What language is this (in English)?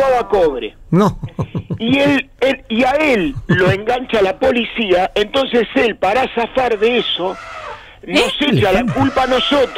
Spanish